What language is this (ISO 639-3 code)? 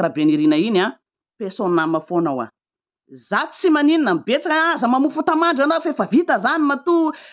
mlg